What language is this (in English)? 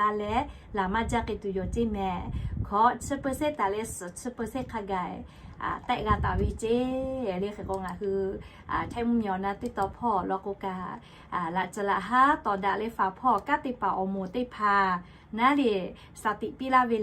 Lahu